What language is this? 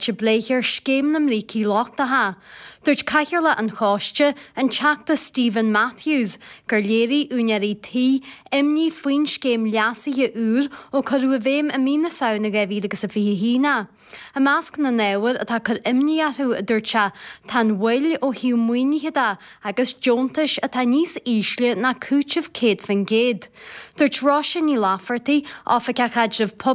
Irish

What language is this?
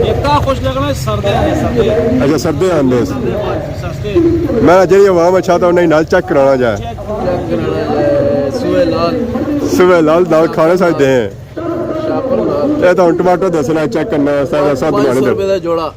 Pahari-Potwari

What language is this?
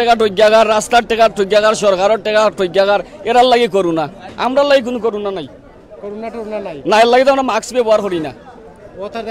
Sylheti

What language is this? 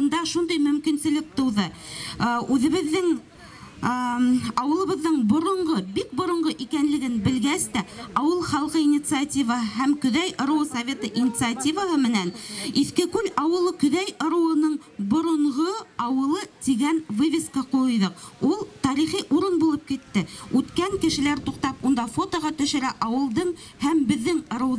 Bashkir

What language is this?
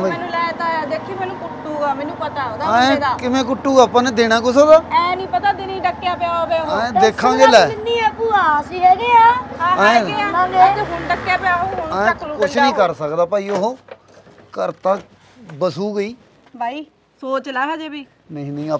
Punjabi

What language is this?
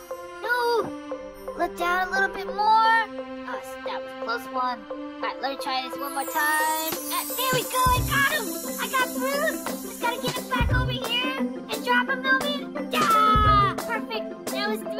English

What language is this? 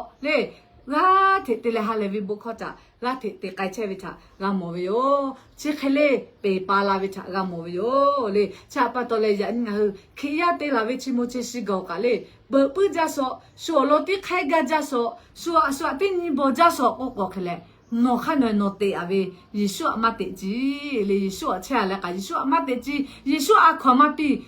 Lahu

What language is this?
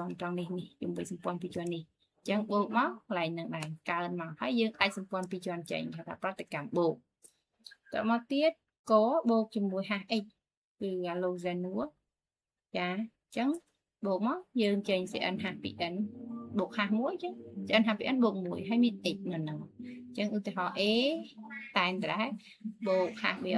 Khmer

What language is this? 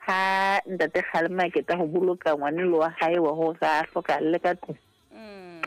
Southern Sotho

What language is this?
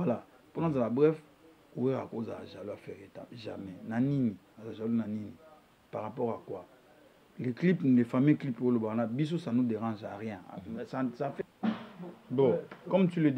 Lingala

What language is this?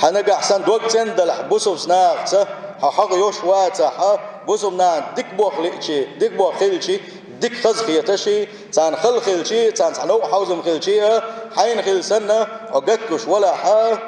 Chechen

